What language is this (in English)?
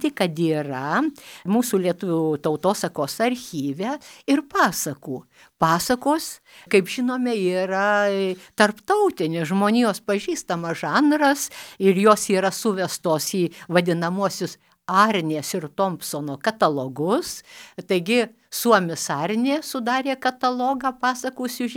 Lithuanian